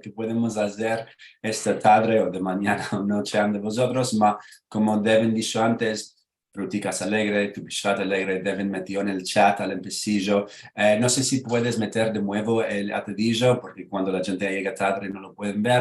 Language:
Ladino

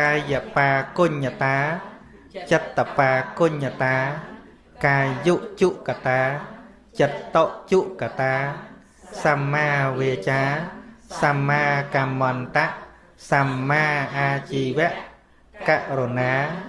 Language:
Khmer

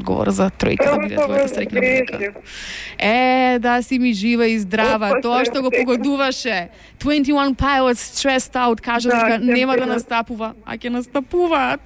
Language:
Macedonian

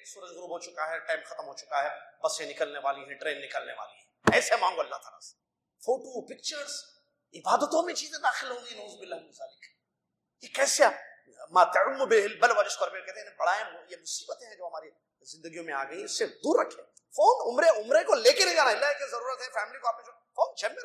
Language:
Urdu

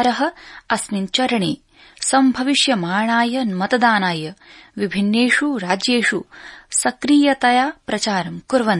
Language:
Sanskrit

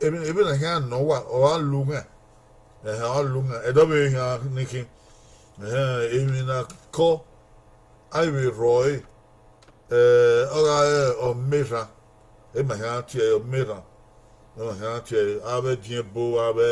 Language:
Bini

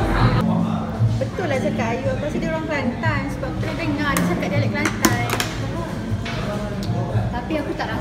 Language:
Malay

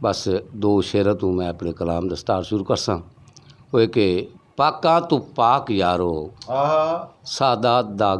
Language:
Saraiki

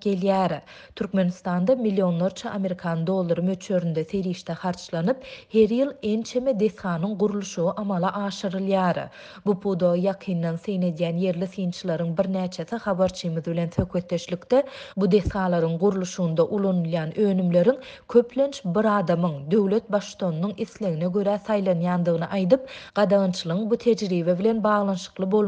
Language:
Turkmen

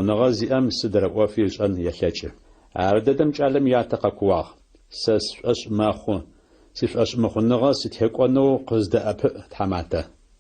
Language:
Adyghe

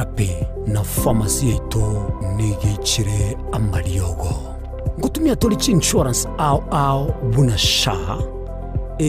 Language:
Gusii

